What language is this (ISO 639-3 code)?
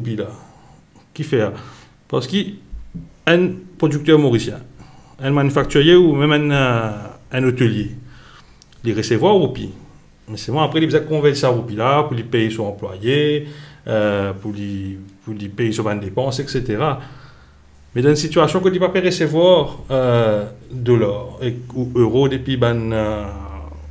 mfe